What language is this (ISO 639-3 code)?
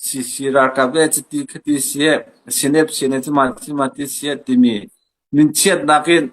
cnh